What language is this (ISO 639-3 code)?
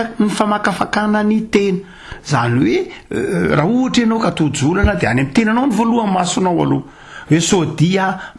mlg